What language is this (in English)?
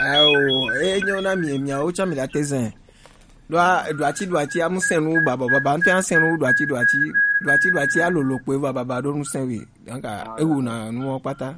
Gen